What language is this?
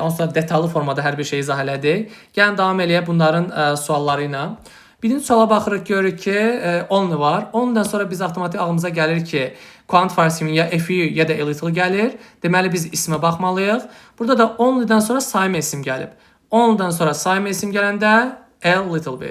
Azerbaijani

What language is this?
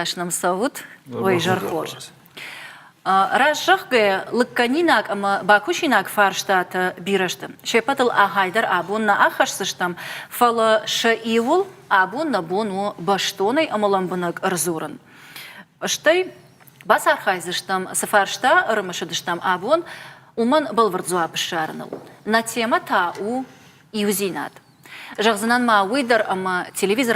Ossetic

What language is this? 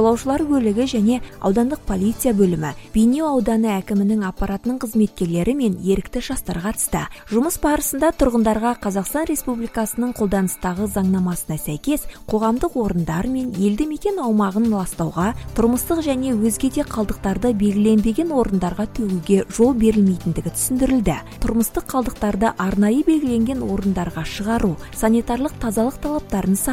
Kazakh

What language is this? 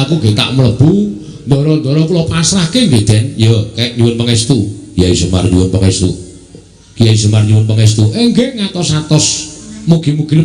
Javanese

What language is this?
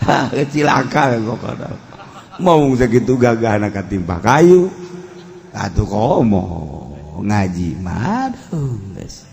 Sundanese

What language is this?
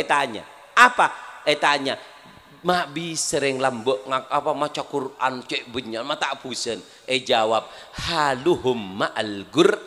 Madurese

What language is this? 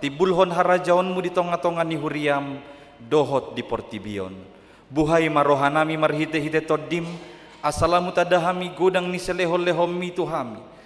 Batak Toba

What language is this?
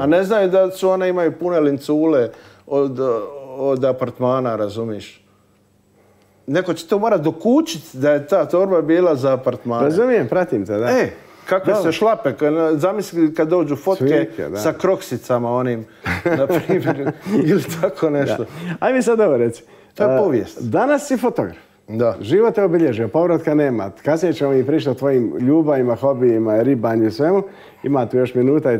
Croatian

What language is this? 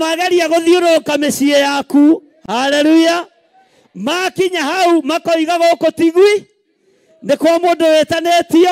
Kikuyu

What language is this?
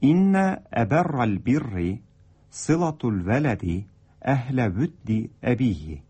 Tatar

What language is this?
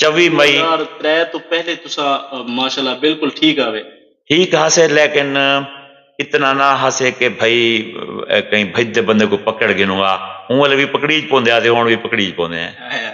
Saraiki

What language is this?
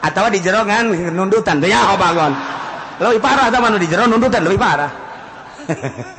Sundanese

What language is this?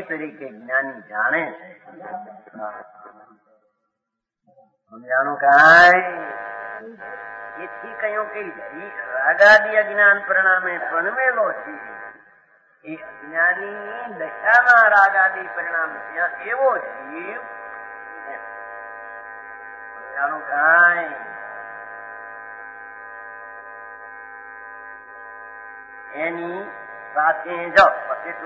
Gujarati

